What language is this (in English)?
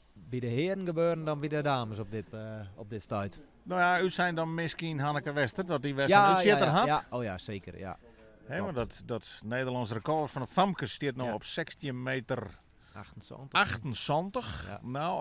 Western Frisian